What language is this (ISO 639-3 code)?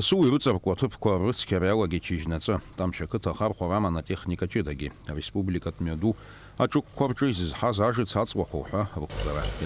abk